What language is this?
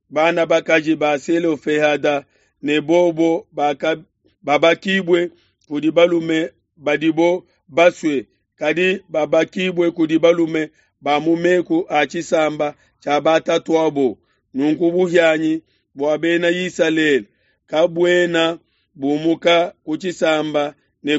Luba-Lulua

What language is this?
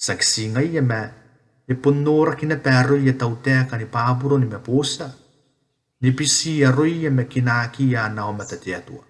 Gilbertese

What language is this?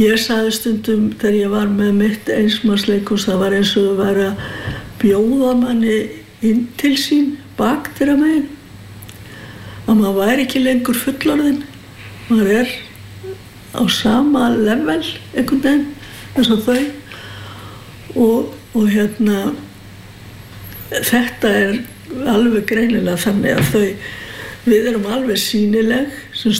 Icelandic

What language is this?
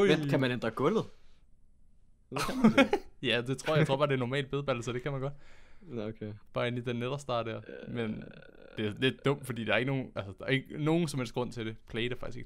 Danish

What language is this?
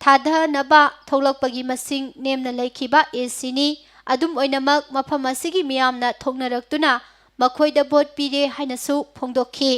Manipuri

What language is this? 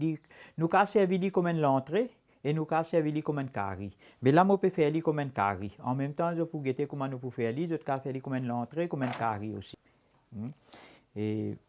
Morisyen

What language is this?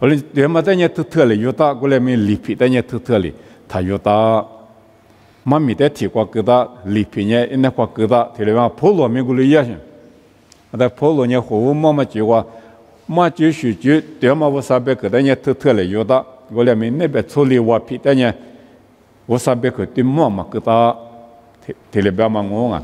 Lisu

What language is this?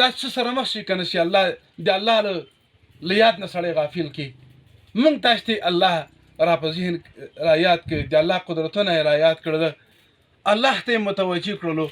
Pashto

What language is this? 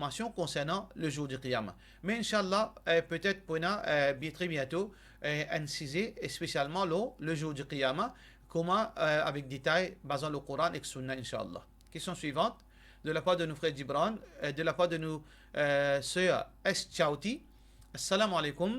Morisyen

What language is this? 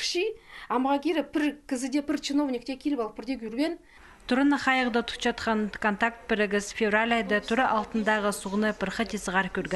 Khakas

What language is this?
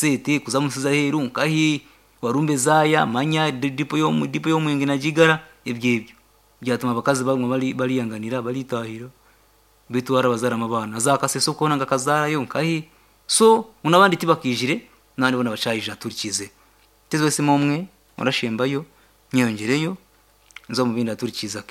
Nyankole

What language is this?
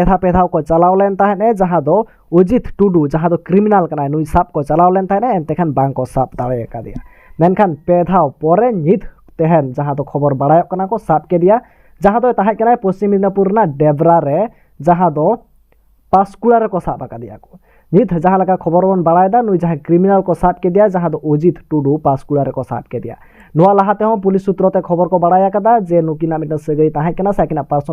Santali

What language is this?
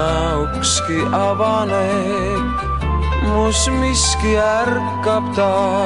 Estonian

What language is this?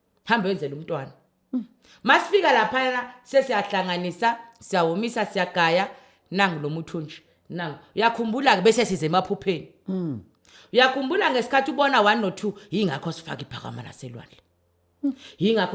Zulu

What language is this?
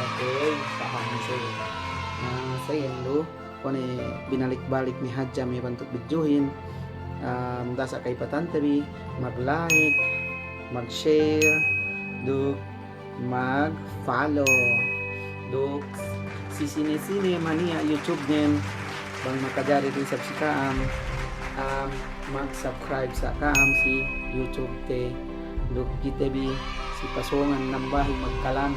Yakan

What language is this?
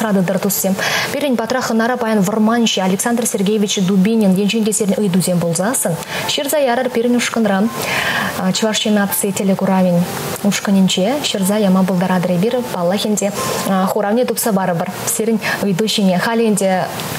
Chuvash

